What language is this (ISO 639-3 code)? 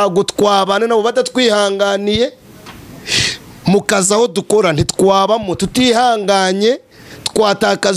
kin